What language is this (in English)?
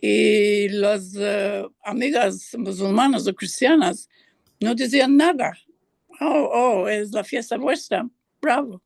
Ladino